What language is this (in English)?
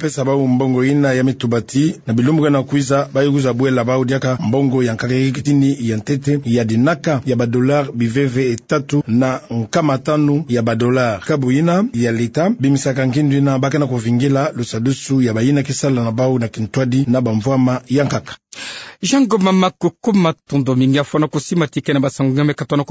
Kituba (Democratic Republic of Congo)